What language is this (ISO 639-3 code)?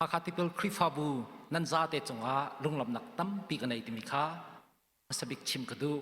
cnh